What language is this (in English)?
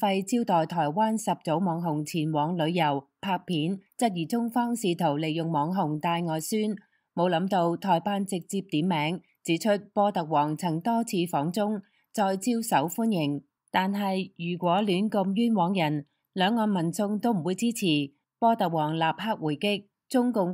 Cantonese